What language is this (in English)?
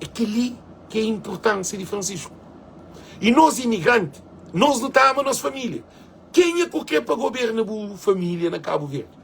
Kabuverdianu